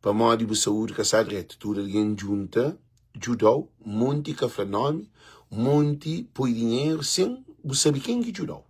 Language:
Kabuverdianu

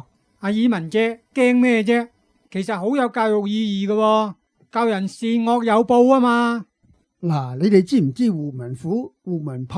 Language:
Cantonese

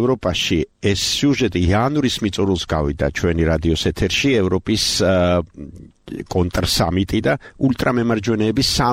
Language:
Georgian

